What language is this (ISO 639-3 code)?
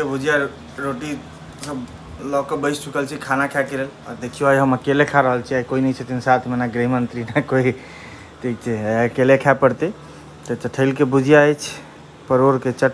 mai